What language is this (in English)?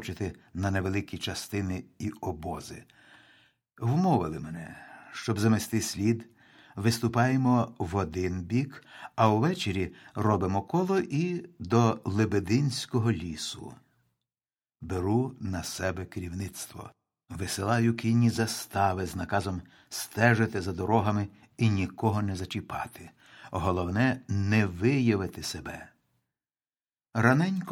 Ukrainian